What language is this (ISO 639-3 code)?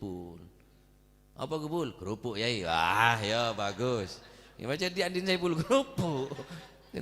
mad